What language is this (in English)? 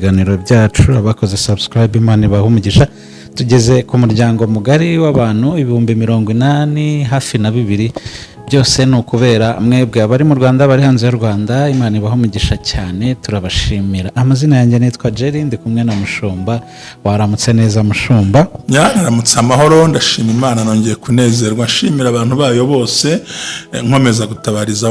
Kinyarwanda